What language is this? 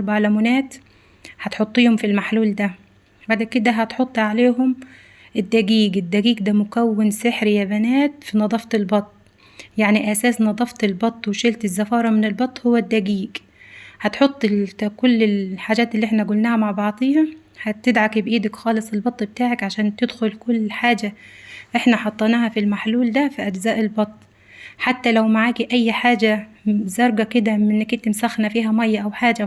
Egyptian Arabic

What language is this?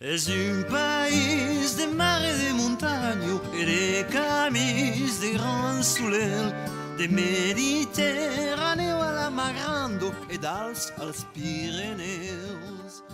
Occitan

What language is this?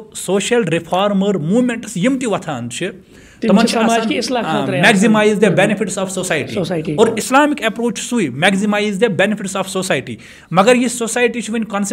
Kashmiri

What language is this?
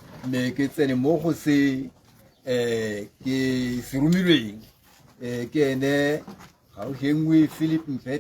Tswana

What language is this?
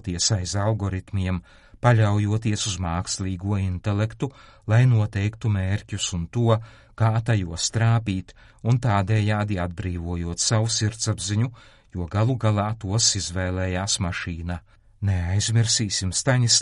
Latvian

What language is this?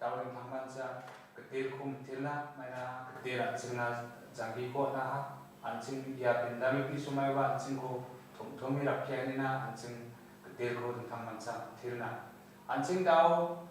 Garo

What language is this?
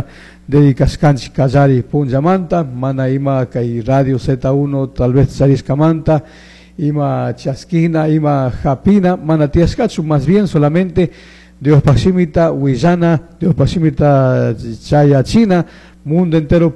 Chimborazo Highland Quichua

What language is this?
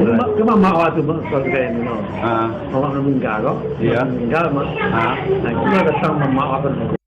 Minangkabau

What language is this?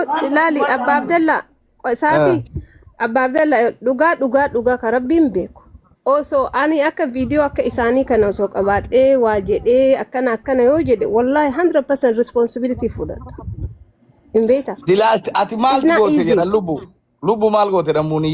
Oromo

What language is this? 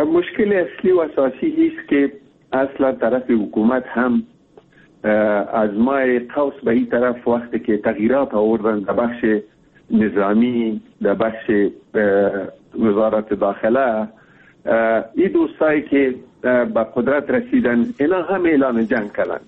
Persian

